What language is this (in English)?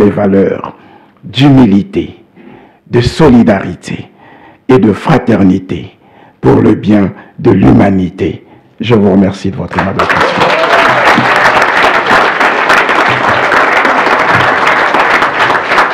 French